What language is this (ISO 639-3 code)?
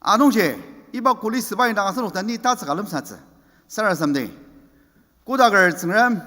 njo